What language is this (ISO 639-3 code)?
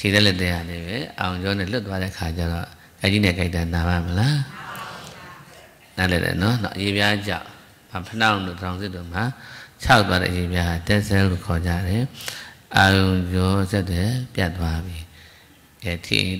mya